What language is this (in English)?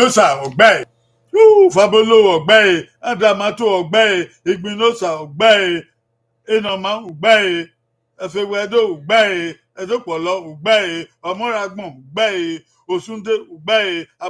Bini